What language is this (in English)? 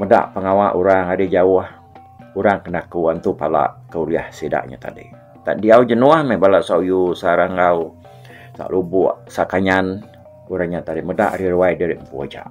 Iban